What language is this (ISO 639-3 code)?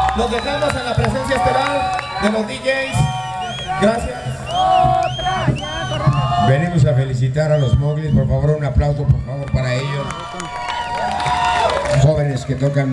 spa